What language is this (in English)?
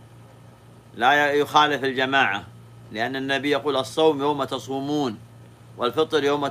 Arabic